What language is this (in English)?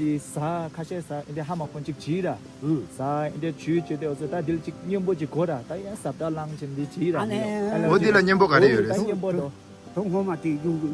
Tibetan